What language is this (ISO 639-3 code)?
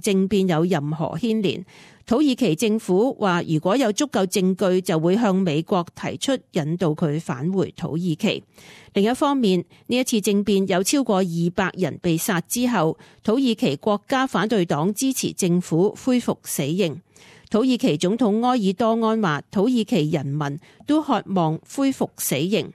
yue